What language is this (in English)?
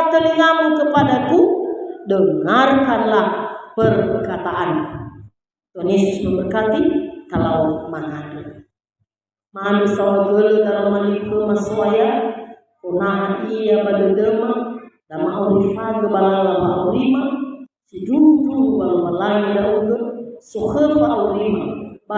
Nias